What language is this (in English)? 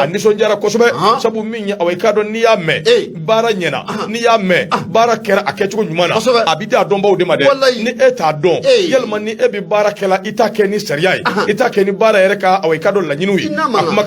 Bambara